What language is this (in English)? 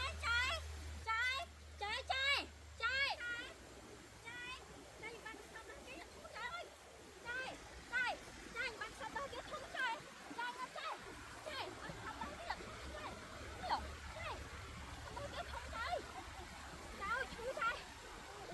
Vietnamese